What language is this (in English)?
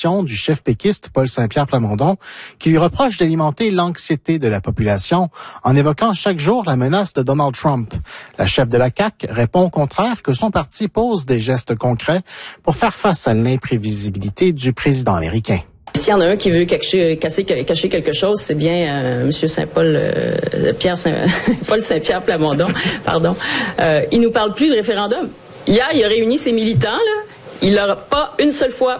French